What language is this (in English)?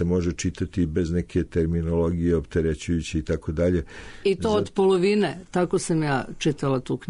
Serbian